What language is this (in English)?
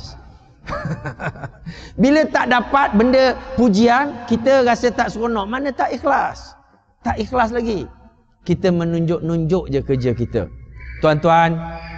Malay